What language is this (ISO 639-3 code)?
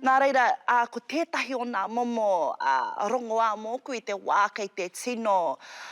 mri